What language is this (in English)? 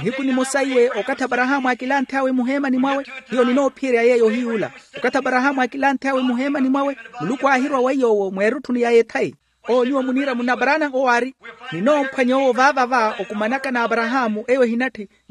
Makhuwa